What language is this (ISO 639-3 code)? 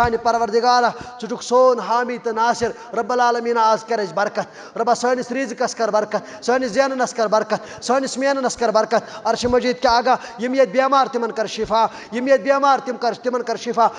kas